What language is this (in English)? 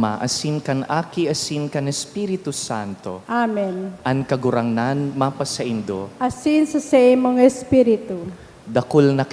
Bikol